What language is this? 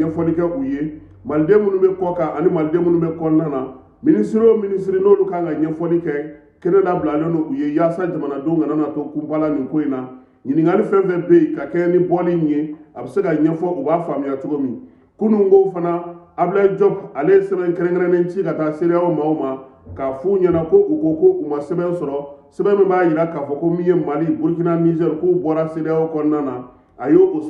Bambara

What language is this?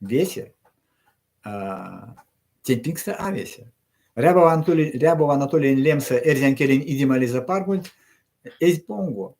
Erzya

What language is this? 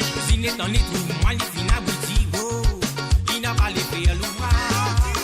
Morisyen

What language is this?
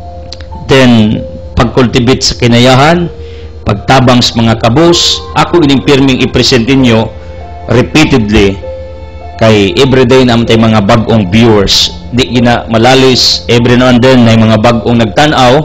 Cebuano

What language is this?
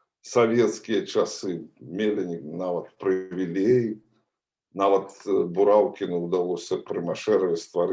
Belarusian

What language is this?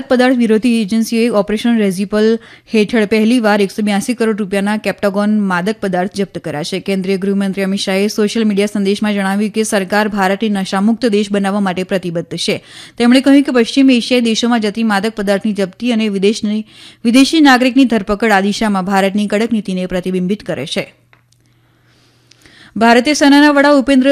Gujarati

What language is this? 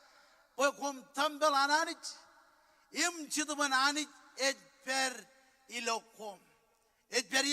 Marshallese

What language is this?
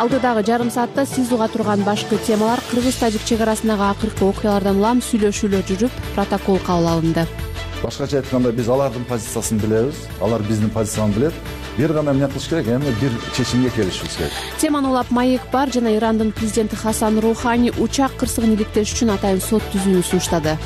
Kyrgyz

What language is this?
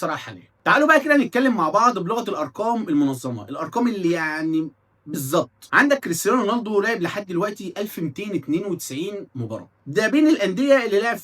Egyptian Arabic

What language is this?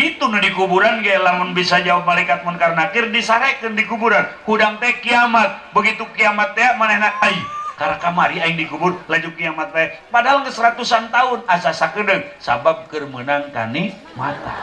Sundanese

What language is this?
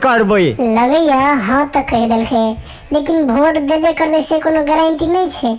Maithili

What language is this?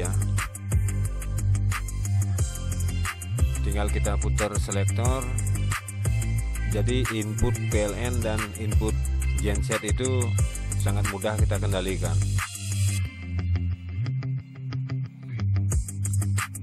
Indonesian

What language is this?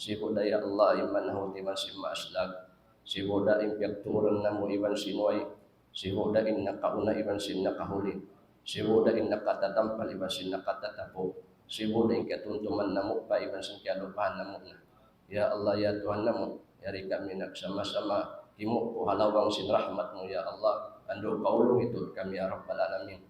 Tausug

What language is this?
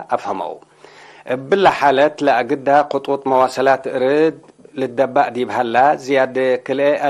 Tigre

